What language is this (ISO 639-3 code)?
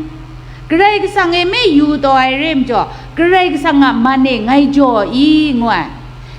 kac